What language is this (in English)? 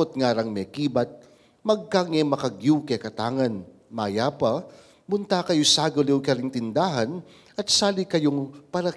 Pampanga